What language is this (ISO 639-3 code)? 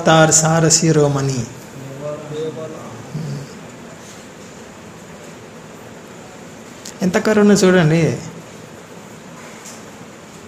tel